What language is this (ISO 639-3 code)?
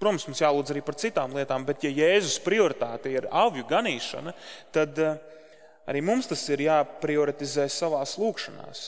lav